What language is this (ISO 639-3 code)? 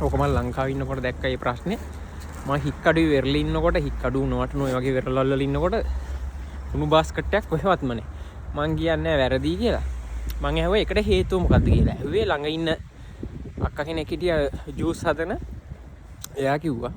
sin